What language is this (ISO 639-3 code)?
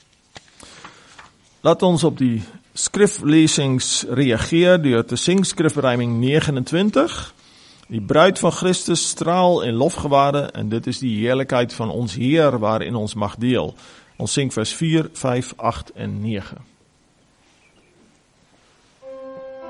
afr